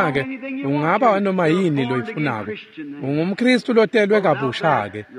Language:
Swati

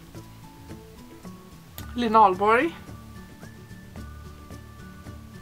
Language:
Swedish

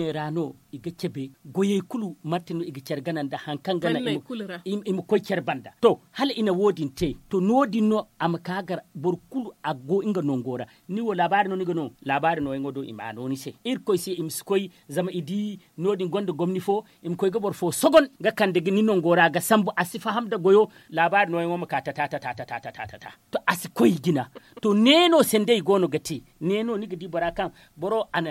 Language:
Zarma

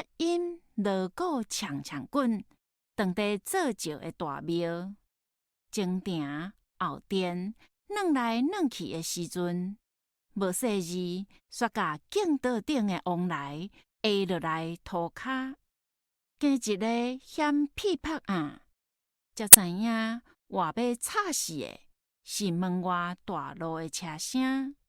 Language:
Min Nan Chinese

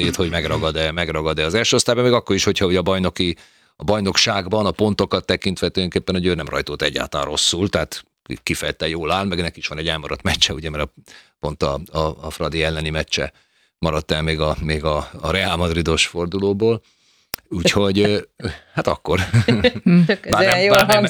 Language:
Hungarian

